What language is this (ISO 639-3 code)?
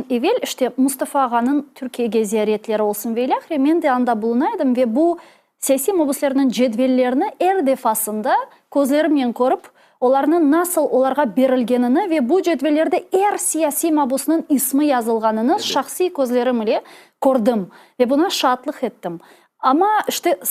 crh